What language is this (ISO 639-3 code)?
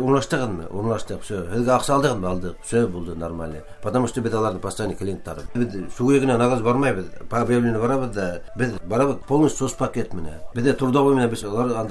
bak